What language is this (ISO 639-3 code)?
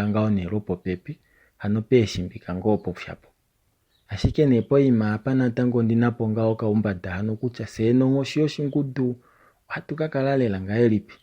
kua